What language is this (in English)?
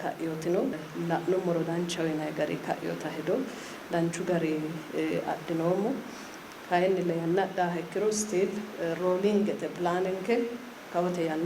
Sidamo